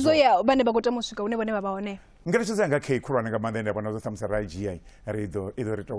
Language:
Venda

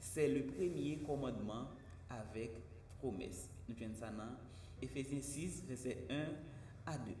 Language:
Haitian Creole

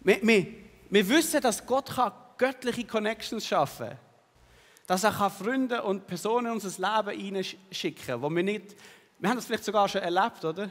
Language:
Swiss German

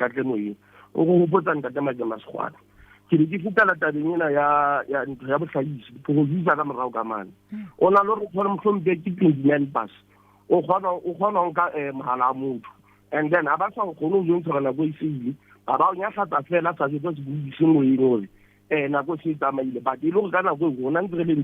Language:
Southern Sotho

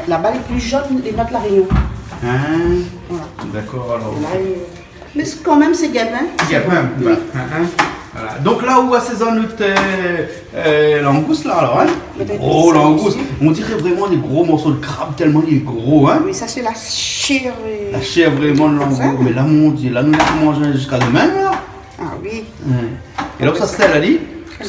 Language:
Réunion Creole French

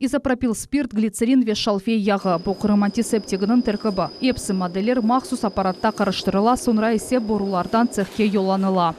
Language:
Crimean Tatar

